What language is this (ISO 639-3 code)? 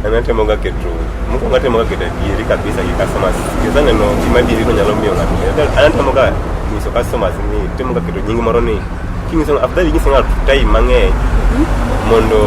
luo